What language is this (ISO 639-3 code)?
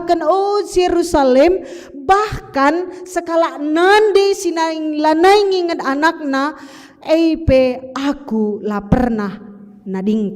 btx